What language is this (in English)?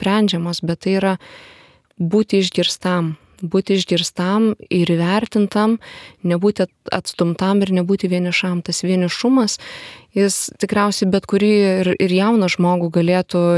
Lithuanian